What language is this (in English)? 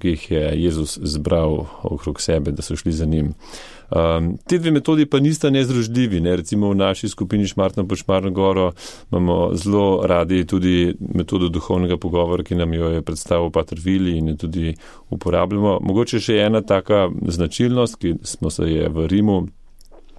Slovenian